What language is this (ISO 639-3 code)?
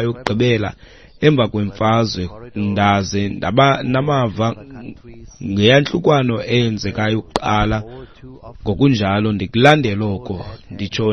xho